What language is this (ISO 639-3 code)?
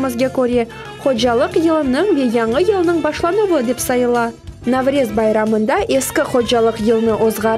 crh